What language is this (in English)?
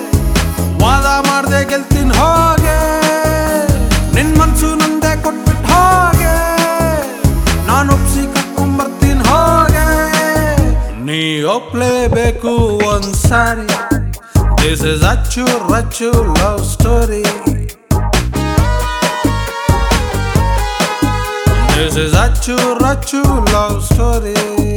Kannada